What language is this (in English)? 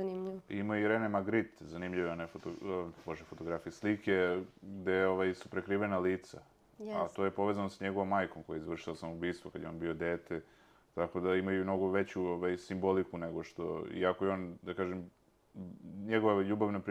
Serbian